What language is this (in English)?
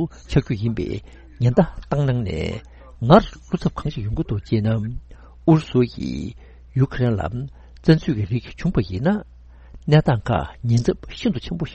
Tibetan